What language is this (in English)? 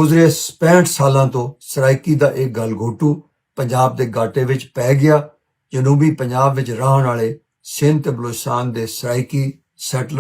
Western Panjabi